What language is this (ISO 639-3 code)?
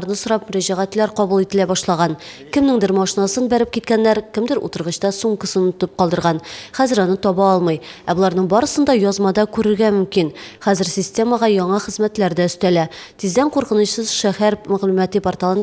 tat